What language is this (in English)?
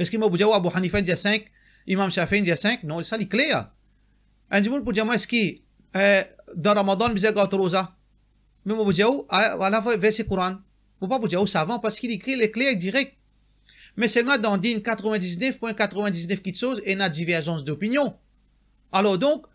Morisyen